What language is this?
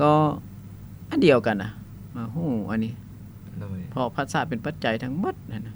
Lao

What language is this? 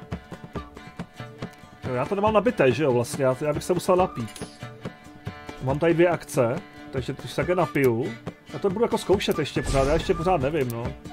Czech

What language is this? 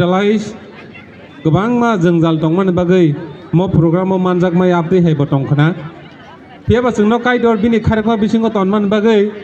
Kok Borok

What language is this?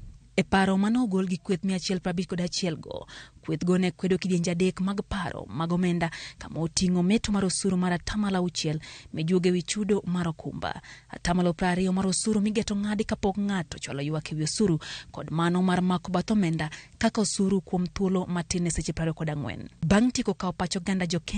Luo (Kenya and Tanzania)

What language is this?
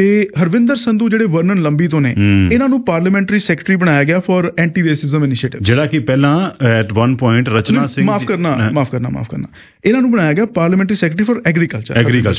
Punjabi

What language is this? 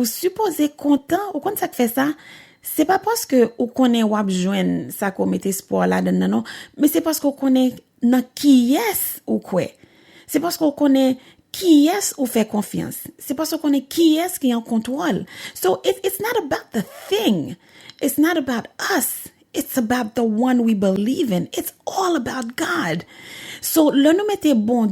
Haitian Creole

